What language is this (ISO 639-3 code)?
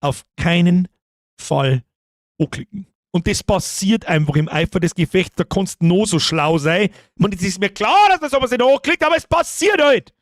bar